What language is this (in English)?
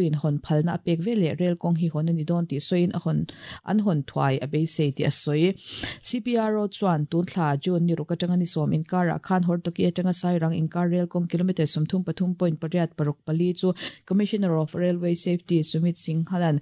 Mizo